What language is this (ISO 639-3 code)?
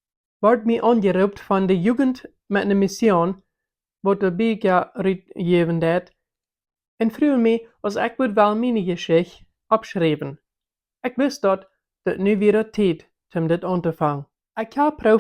pdt